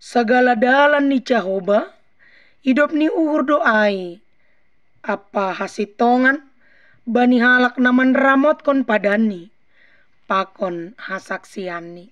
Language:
Batak Simalungun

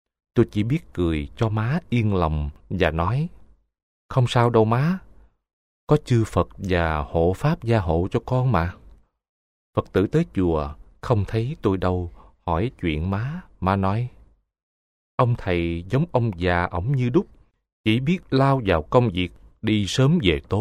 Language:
Vietnamese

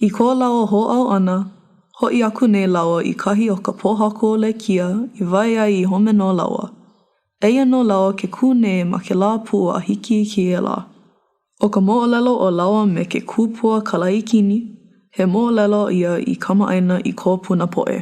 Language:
Hawaiian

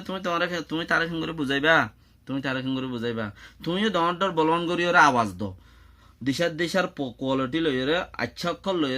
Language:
Rohingya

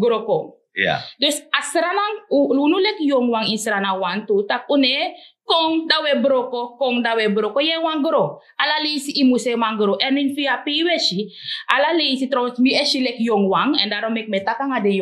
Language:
Sranan Tongo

